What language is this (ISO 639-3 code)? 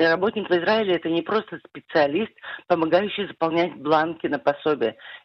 rus